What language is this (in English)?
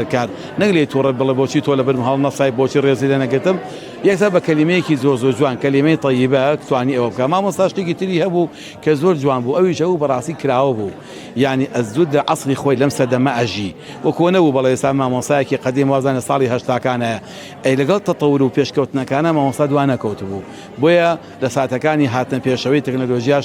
Central Kurdish